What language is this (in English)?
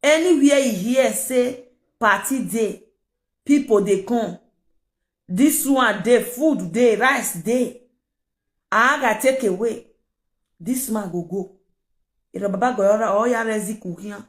Nigerian Pidgin